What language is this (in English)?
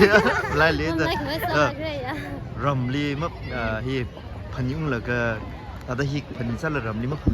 Tangkhul Naga (India)